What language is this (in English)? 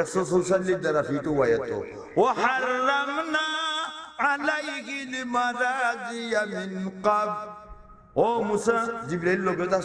Sylheti